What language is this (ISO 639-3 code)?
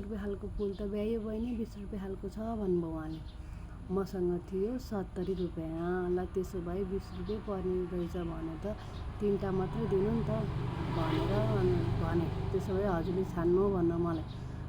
nep